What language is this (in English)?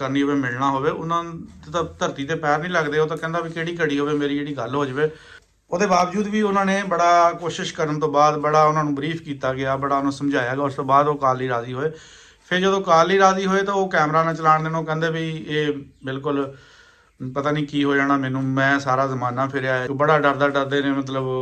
Punjabi